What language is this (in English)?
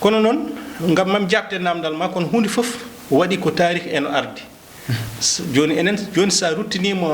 Fula